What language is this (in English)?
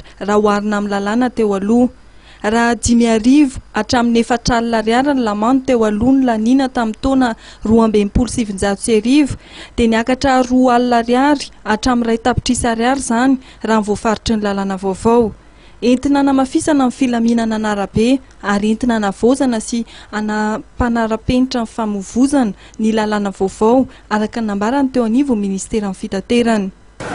Malagasy